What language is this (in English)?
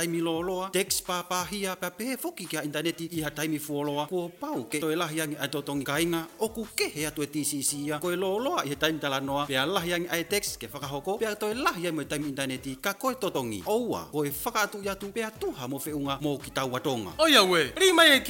Tongan